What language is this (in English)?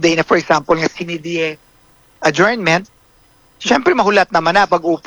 Hiligaynon